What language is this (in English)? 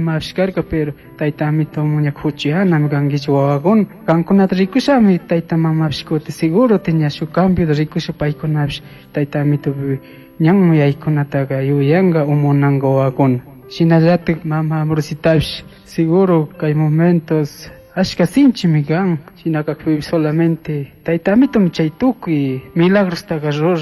Chimborazo Highland Quichua